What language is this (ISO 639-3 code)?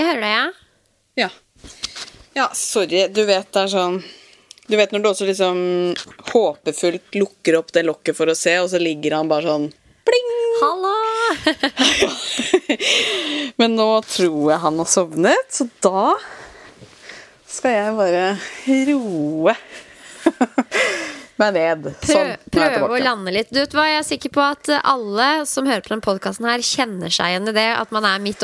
nor